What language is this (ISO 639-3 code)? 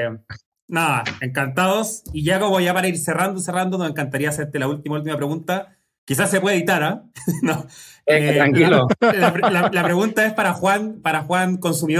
spa